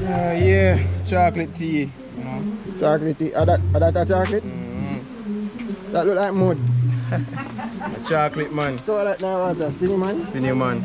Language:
Jamaican Creole English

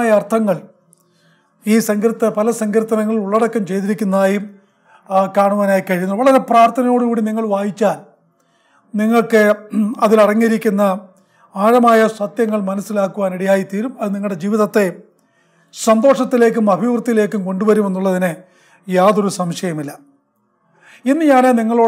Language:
Malayalam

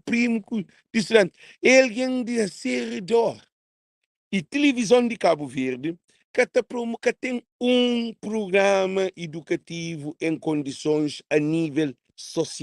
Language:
Kabuverdianu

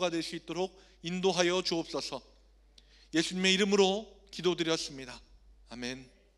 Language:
Korean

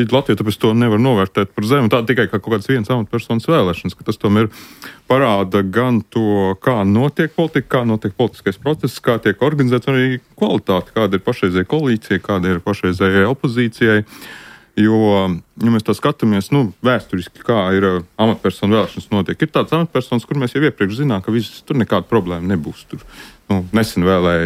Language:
Latvian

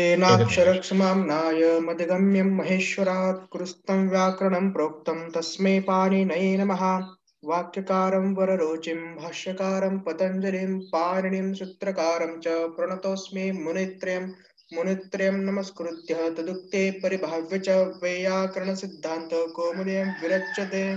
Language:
Sanskrit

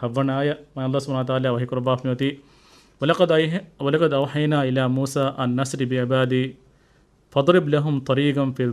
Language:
Divehi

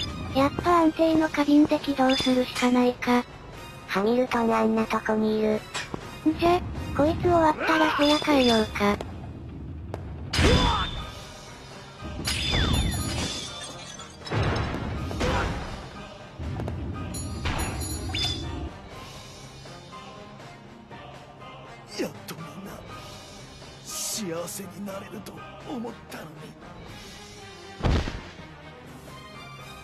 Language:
Japanese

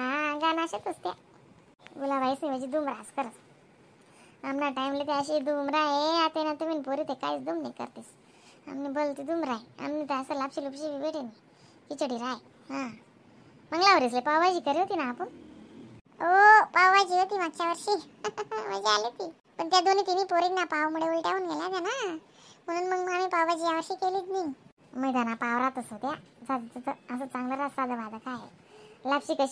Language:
Khandesi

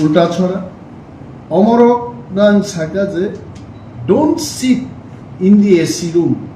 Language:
Kok Borok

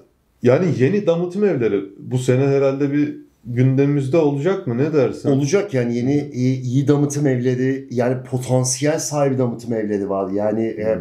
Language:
Turkish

